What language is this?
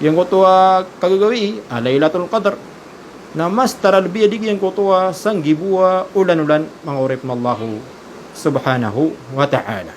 Maranao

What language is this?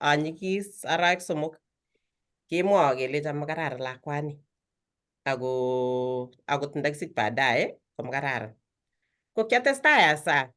Kalenjin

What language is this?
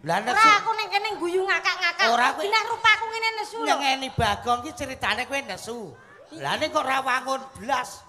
Javanese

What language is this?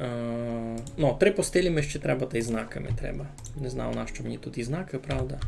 Rusyn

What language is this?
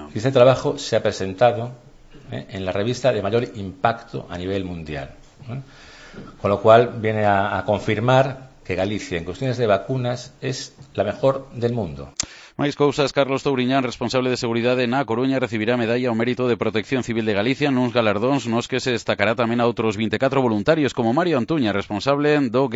Galician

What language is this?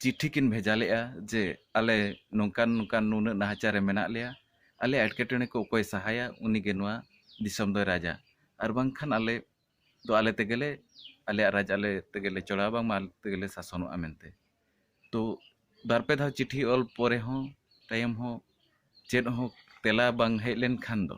Santali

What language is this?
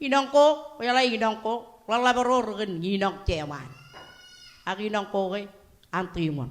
Marshallese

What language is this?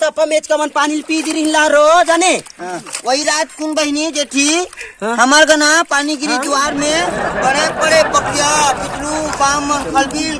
Chhattisgarhi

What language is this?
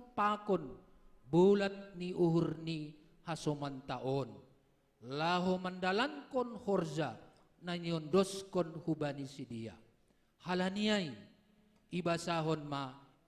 Batak Simalungun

